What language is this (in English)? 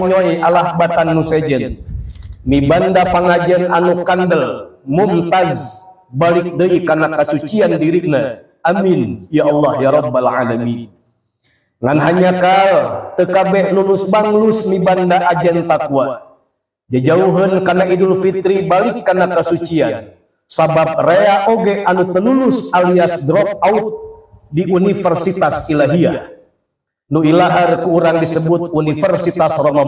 Sundanese